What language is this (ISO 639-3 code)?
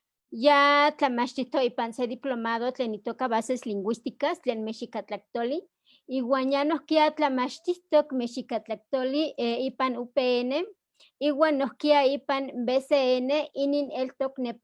nhe